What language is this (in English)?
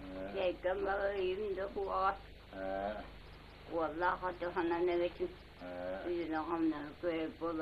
Yakut